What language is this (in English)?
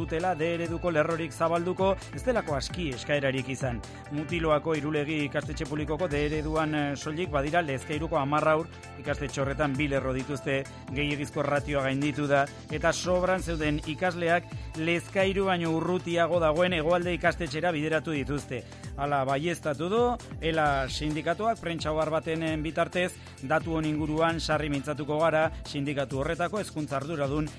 Basque